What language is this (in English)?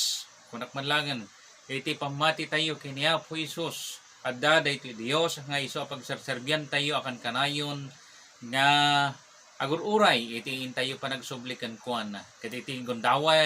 Iloko